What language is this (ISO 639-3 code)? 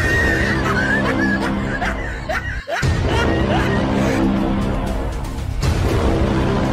kin